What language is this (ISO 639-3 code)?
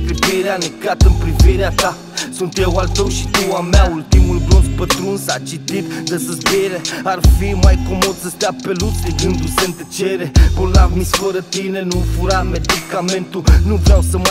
ron